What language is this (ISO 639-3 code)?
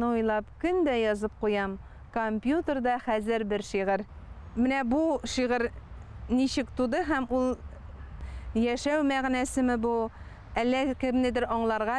tat